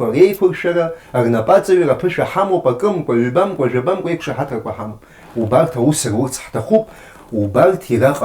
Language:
Abkhazian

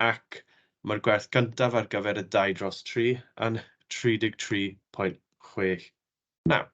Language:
Welsh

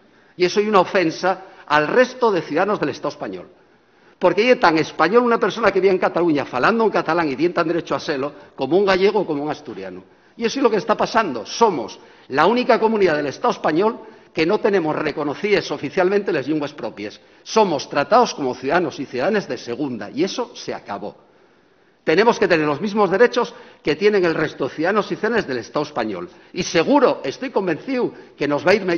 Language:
Asturian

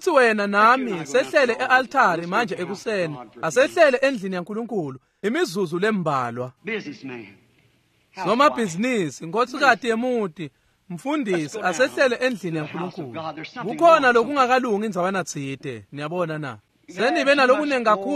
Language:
Swati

